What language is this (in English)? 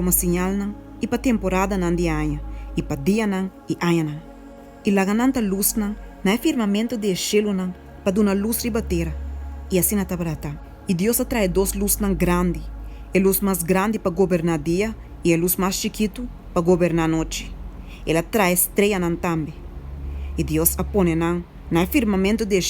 Papiamento